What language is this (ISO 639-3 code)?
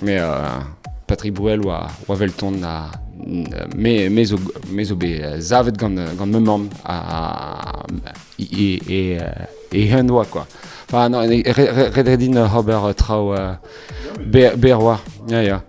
bre